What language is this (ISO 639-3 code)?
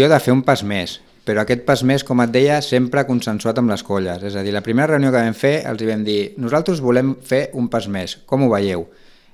cat